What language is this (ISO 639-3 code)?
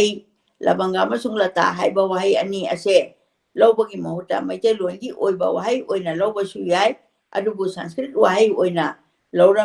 mni